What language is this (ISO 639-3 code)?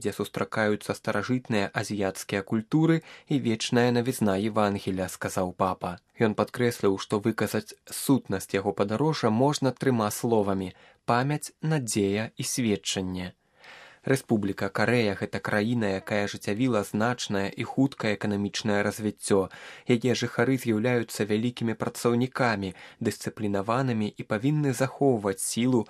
bel